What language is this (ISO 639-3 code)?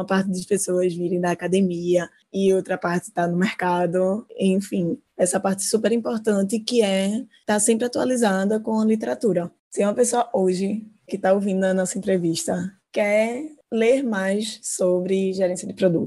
por